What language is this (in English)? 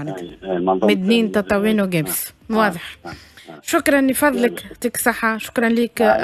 Tunisian Arabic